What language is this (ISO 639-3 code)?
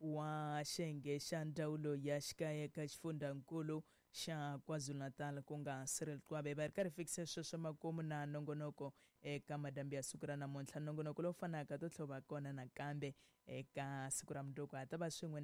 tso